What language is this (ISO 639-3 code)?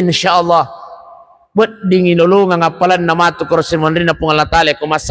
bug